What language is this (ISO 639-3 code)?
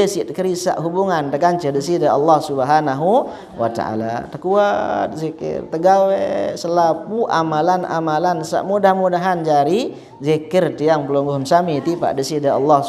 sas